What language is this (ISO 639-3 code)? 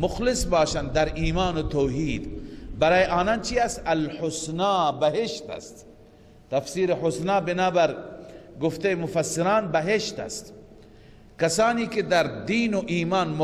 fas